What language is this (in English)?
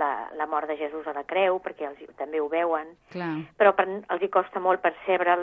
Catalan